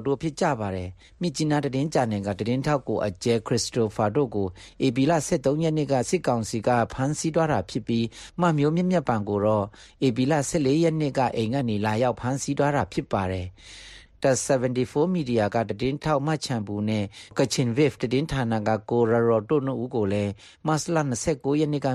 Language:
Burmese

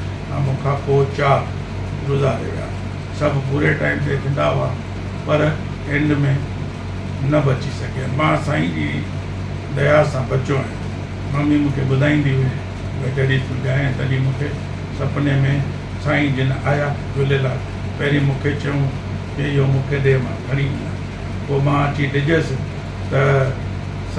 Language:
Sindhi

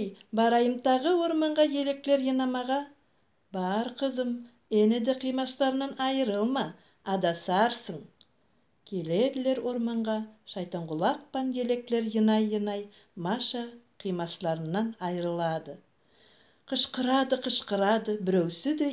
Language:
Nogai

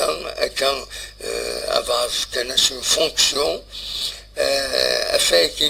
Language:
Kabyle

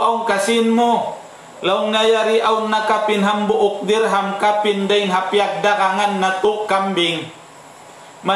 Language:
Tausug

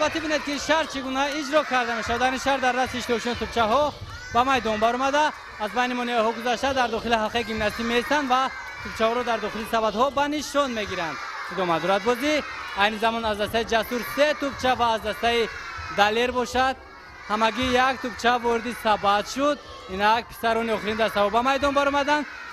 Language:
Tajik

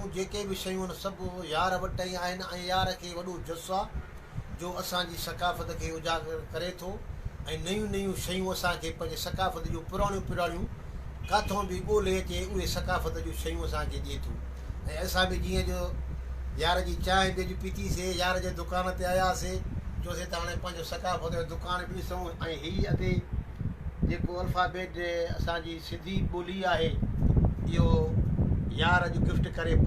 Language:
Sindhi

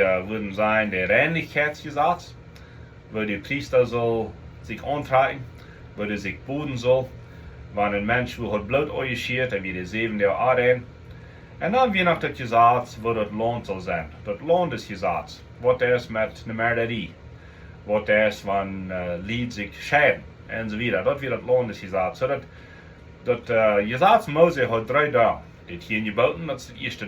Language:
Plautdietsch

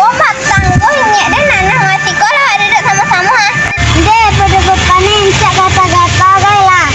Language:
Minangkabau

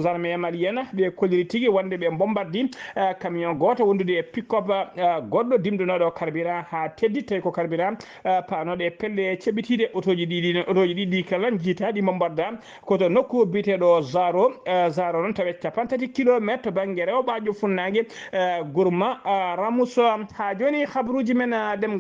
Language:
Fula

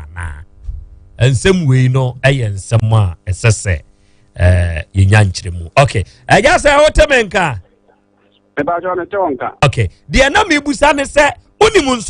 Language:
Akan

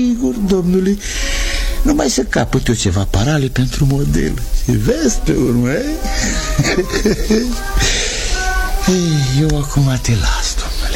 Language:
Romanian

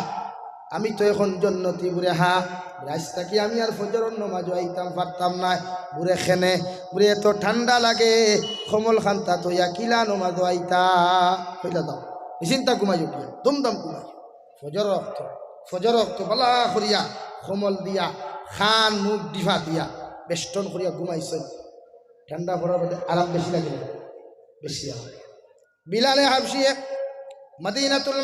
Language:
Sylheti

